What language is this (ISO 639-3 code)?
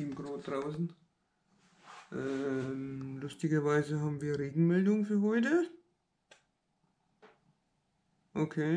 deu